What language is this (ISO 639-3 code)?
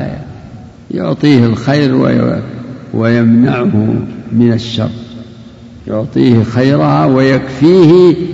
ara